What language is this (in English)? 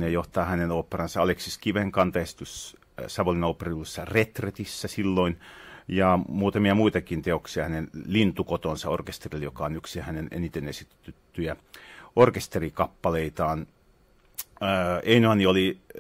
Finnish